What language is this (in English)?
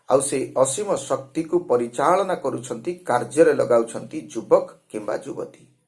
Odia